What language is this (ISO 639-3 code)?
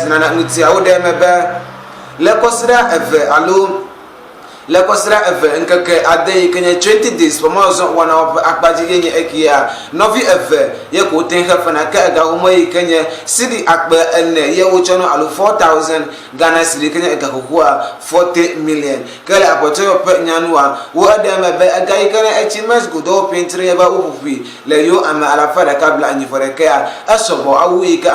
ewe